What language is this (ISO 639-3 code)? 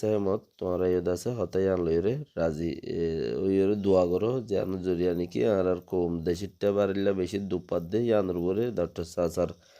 rhg